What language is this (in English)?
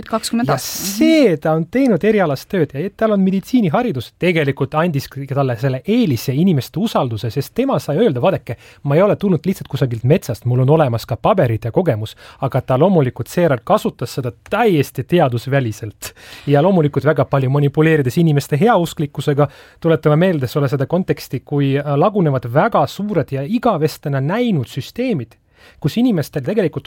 Estonian